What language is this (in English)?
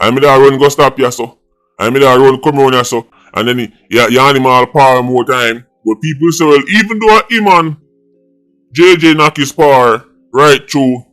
Jamaican Creole English